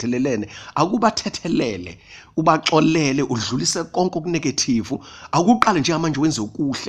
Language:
Zulu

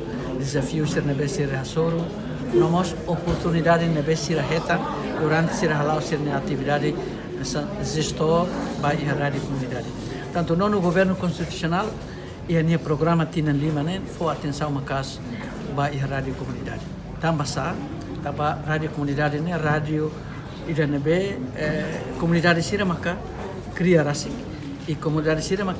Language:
Tetum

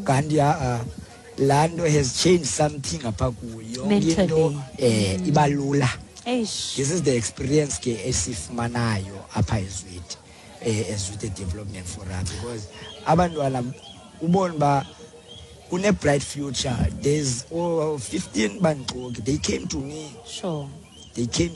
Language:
Xhosa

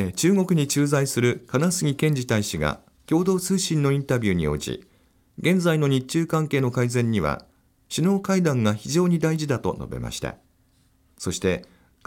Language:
Japanese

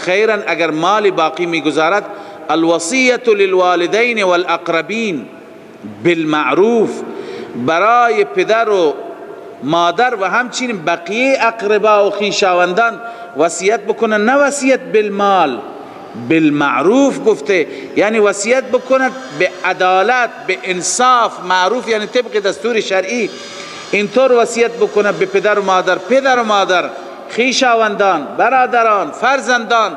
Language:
Persian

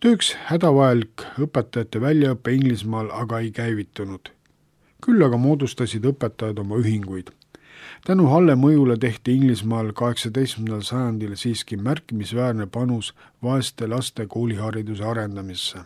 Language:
Estonian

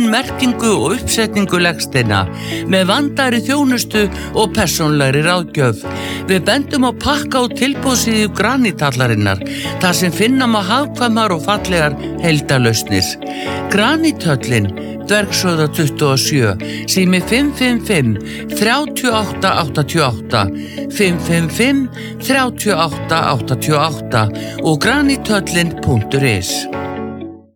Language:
Icelandic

